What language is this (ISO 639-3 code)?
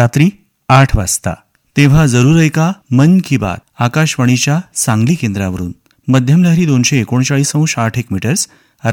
mar